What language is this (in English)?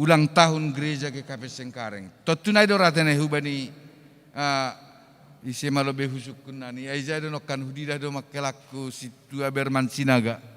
Batak Simalungun